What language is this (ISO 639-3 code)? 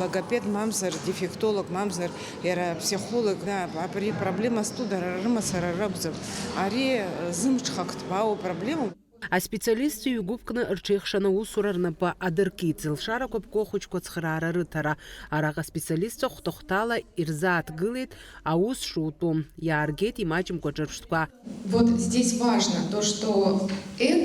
abk